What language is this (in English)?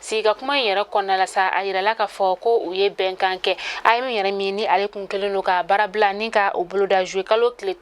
Bambara